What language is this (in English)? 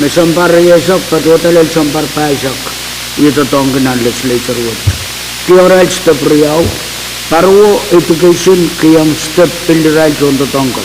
Pohnpeian